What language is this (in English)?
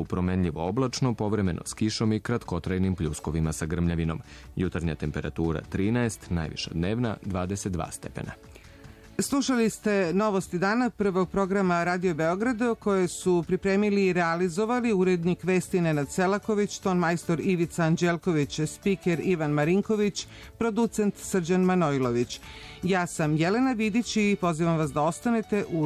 Serbian